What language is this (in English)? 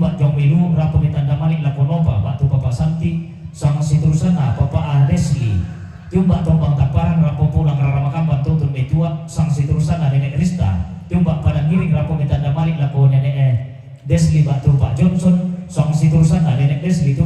Toraja-Sa'dan